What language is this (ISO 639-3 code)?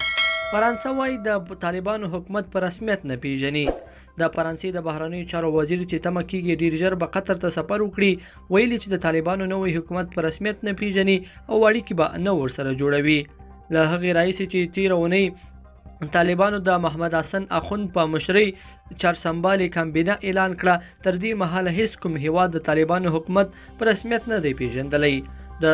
pus